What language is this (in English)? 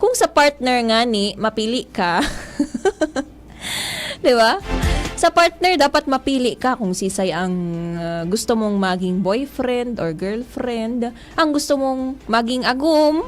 Bikol